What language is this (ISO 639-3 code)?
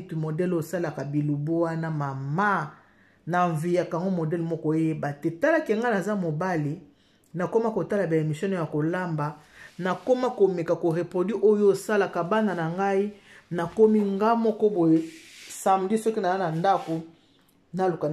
lin